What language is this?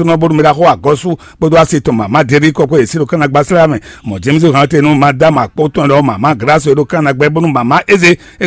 Fon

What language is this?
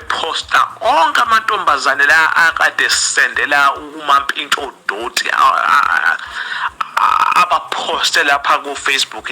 Zulu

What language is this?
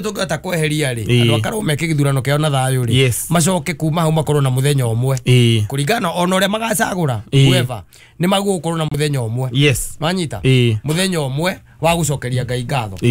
Kikuyu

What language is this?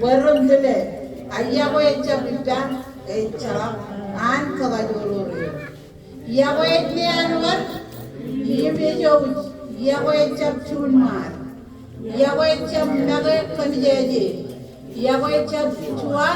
Marshallese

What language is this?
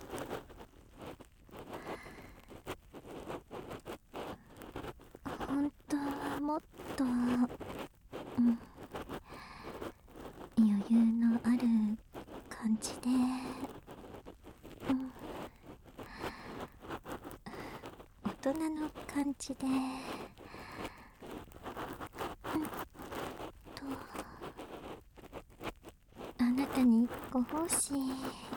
Japanese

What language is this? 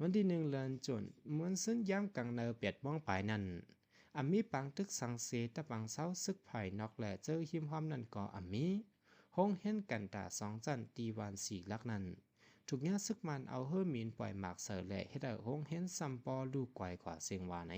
Shan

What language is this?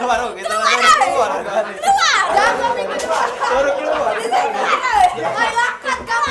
Musi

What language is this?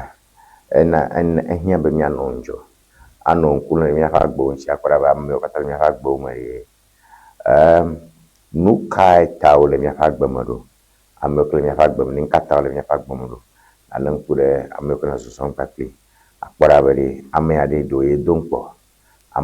Ewe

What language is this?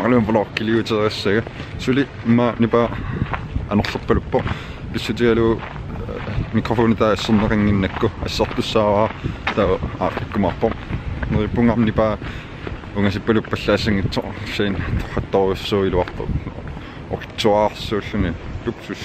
Kalaallisut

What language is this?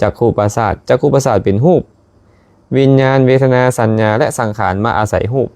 Lao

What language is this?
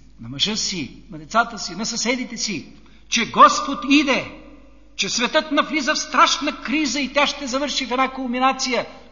Bulgarian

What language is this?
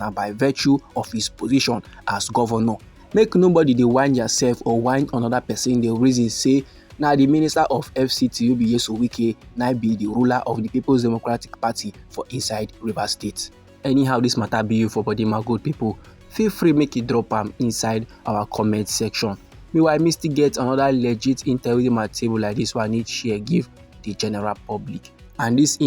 Nigerian Pidgin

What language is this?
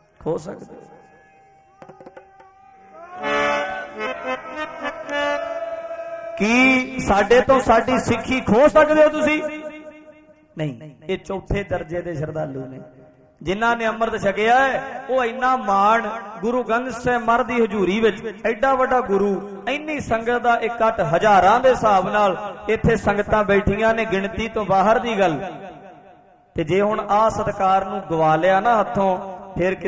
Punjabi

